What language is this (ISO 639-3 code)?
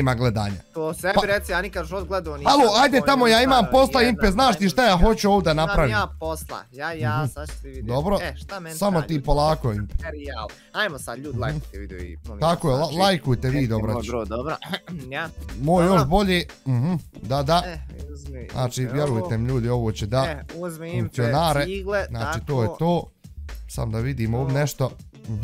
bos